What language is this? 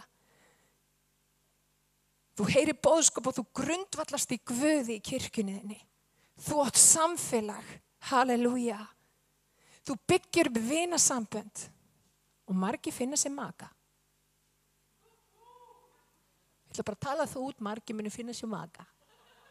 Icelandic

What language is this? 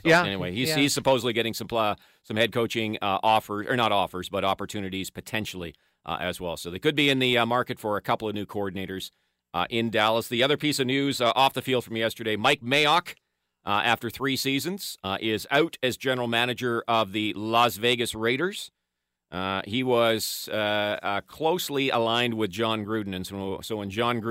English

